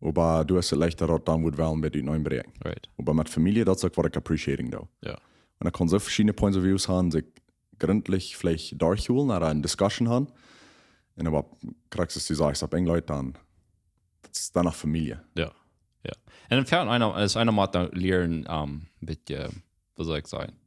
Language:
Plautdietsch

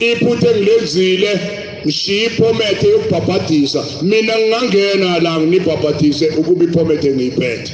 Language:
Zulu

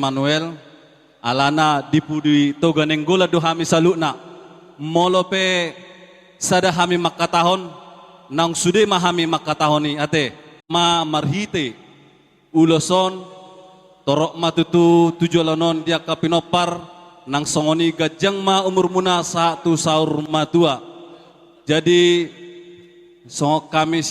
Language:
Batak Toba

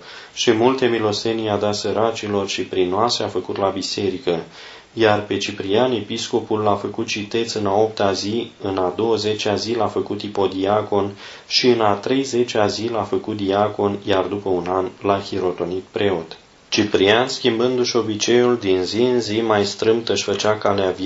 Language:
Romanian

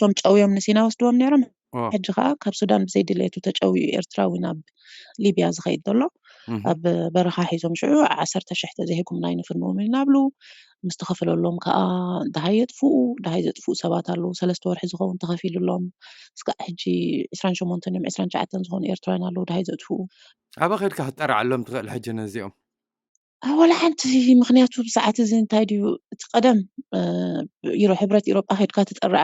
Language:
Tigrinya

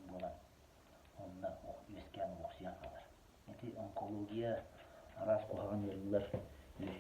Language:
Yakut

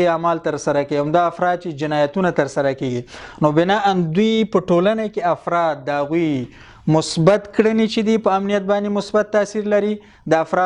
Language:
Pashto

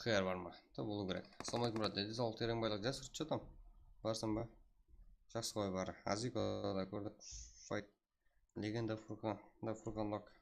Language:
Kara-Kalpak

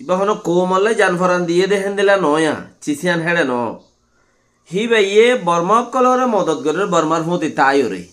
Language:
Rohingya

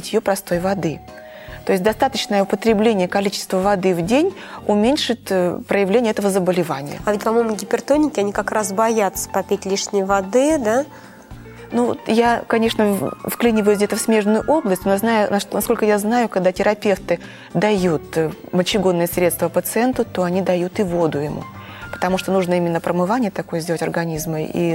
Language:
Russian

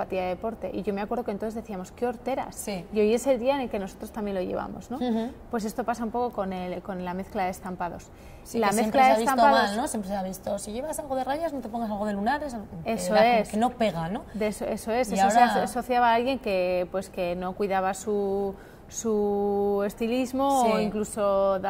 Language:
Spanish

